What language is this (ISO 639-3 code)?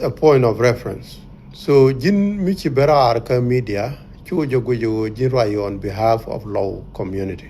nus